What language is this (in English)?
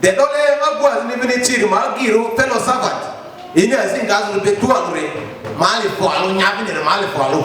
Lugbara